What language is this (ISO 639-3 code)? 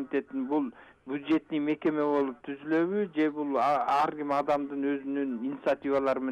kir